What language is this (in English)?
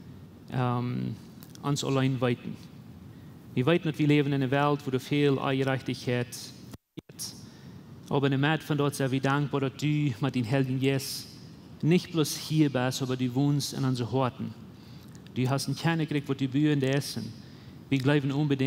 Plautdietsch